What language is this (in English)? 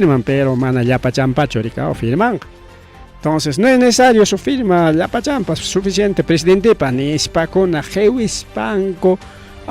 Ayacucho Quechua